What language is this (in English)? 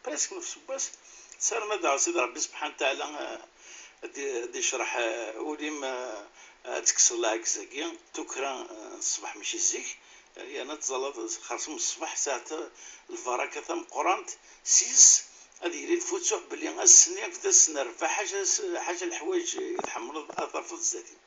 Kabyle